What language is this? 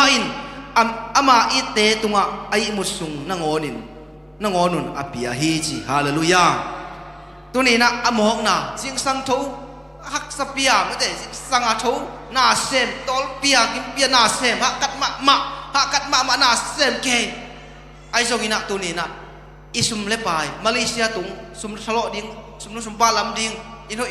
Tedim Chin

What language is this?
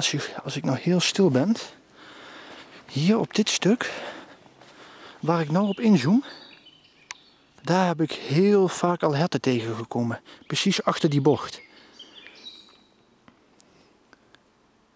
Dutch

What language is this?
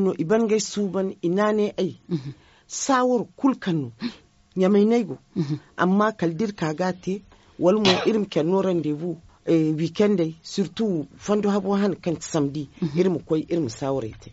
Zarma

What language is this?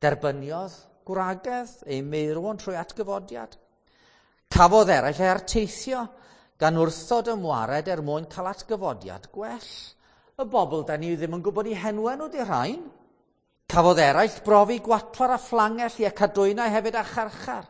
Welsh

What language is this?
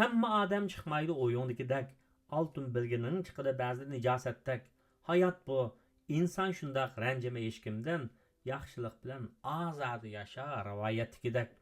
Uyghur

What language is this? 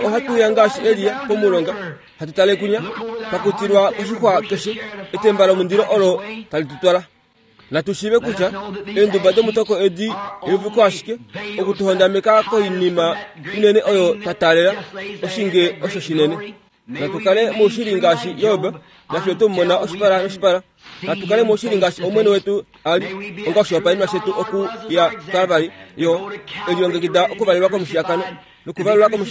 Kuanyama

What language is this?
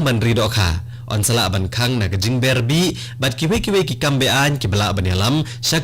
Khasi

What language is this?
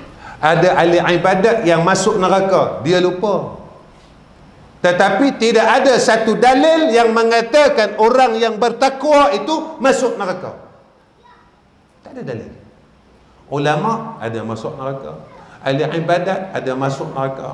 Malay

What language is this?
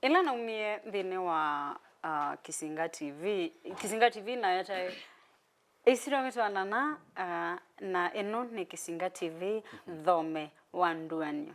Kamba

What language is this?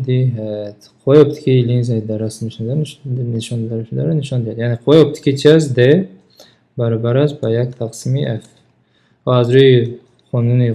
Tajik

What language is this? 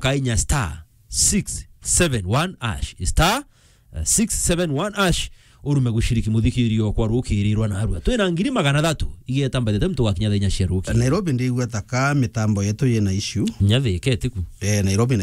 Meru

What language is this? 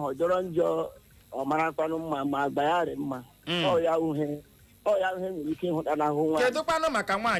Igbo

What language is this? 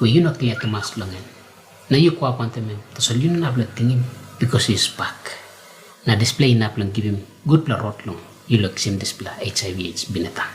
Tok Pisin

